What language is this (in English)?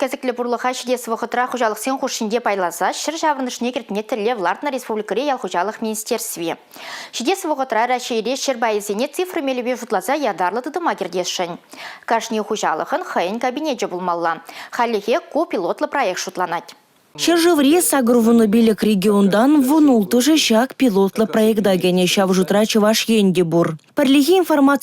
Chuvash